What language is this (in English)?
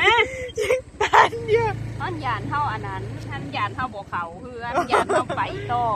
Lao